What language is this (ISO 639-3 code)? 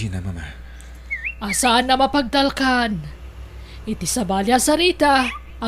ilo